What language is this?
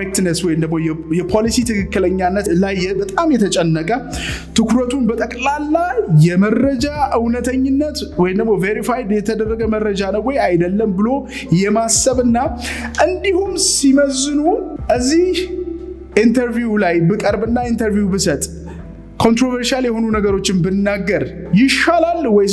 Amharic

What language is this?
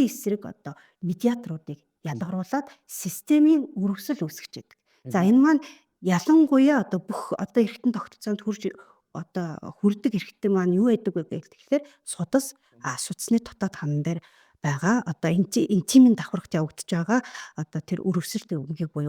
Mongolian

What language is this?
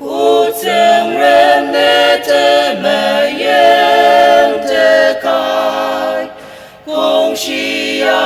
Ao Naga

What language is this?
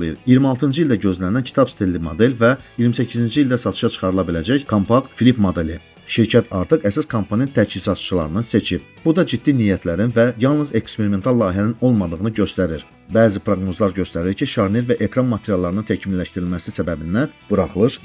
Azerbaijani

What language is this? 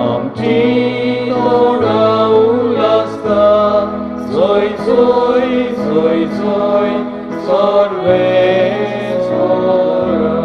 Konkani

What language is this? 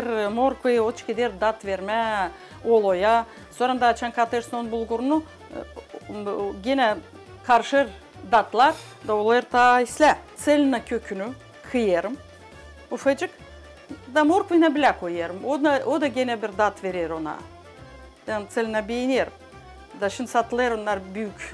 Gagauz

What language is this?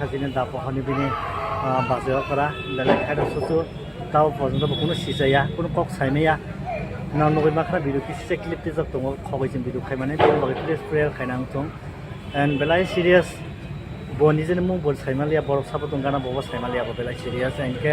Kok Borok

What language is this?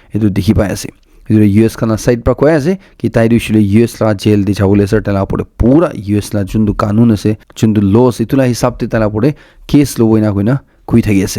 Naga Pidgin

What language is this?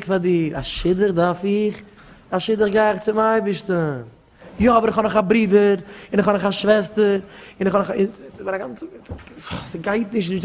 Yiddish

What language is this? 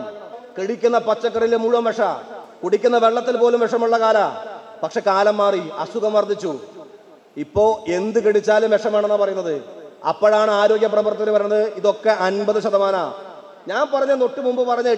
Malayalam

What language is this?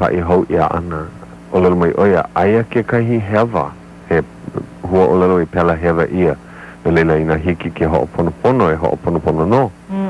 Hawaiian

